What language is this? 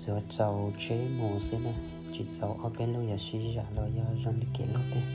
Hmong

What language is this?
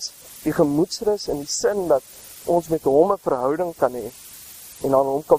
Afrikaans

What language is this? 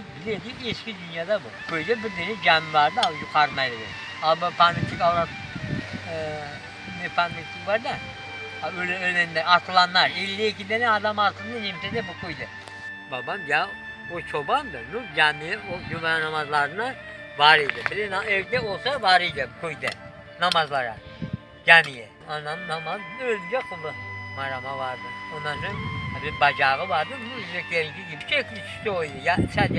Crimean Tatar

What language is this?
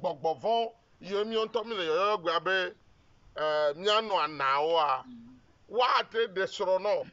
Ewe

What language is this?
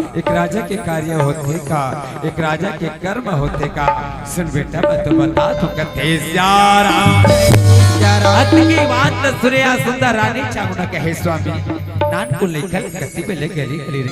Chhattisgarhi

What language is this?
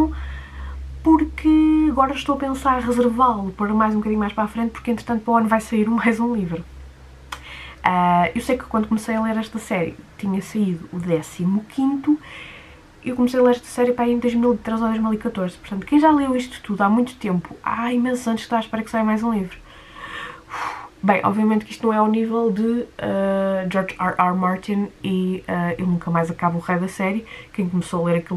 Portuguese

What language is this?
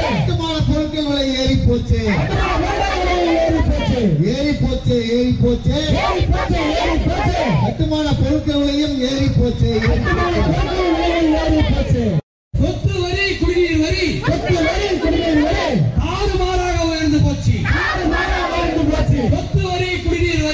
Tamil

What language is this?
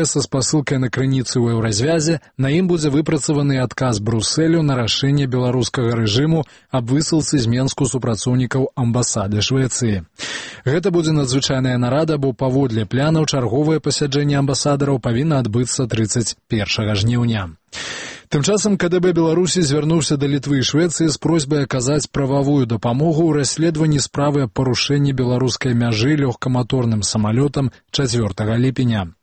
Belarusian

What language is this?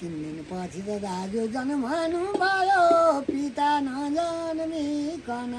Nepali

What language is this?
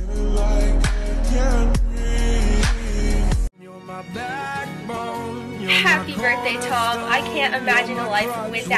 English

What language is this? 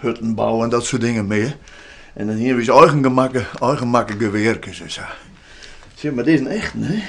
Western Frisian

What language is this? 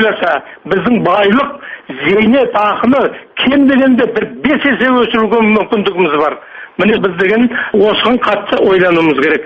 Kazakh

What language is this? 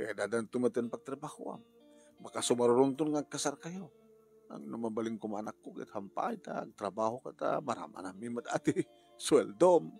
Iloko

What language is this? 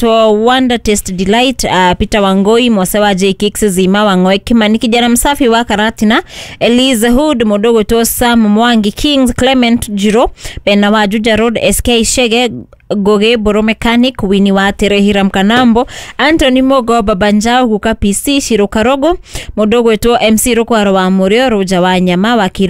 Kikuyu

